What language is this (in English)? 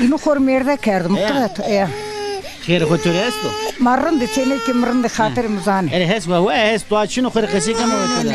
Zaza